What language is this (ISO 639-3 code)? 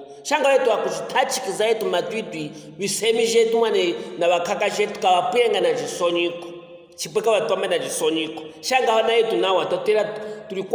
lue